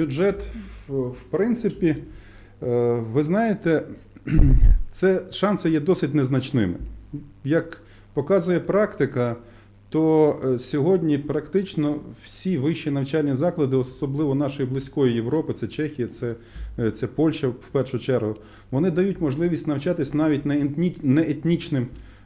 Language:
Ukrainian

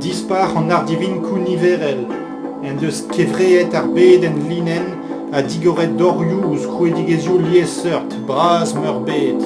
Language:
Breton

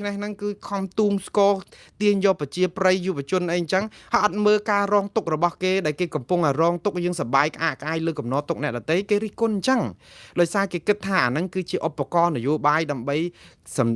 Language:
Khmer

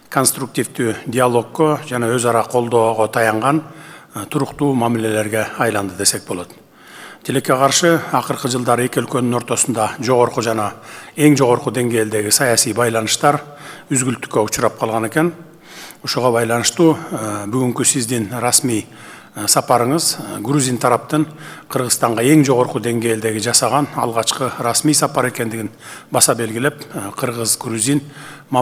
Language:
Kyrgyz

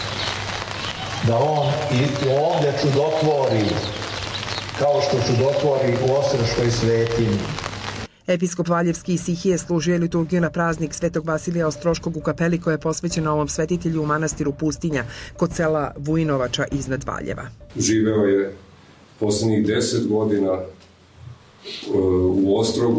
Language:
Serbian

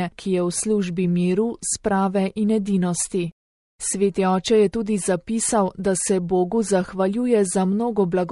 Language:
Slovenian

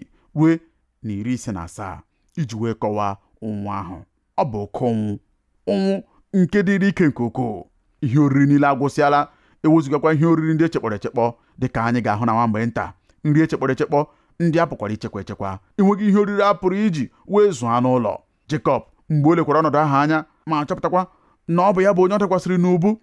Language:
Igbo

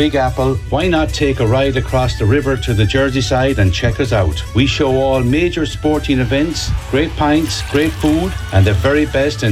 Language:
English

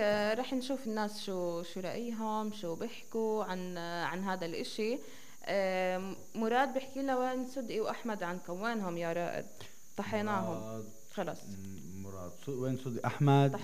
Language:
North Levantine Arabic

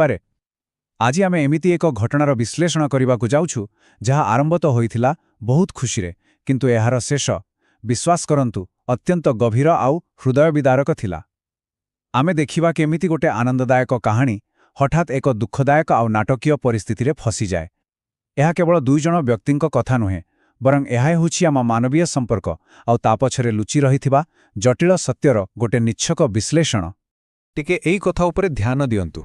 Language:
Odia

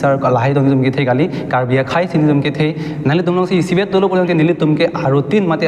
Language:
Karbi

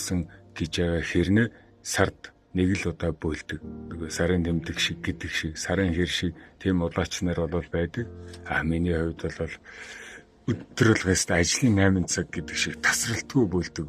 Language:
Mongolian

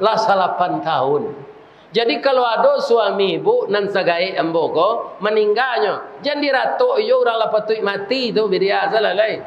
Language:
Minangkabau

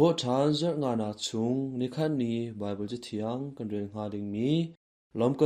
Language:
Hakha Chin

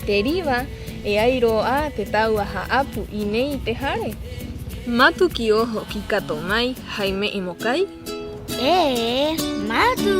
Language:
Rapanui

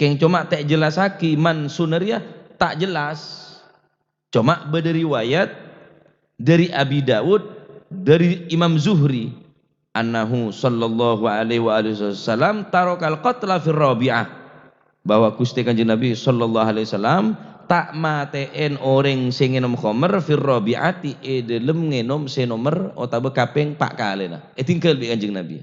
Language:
Madurese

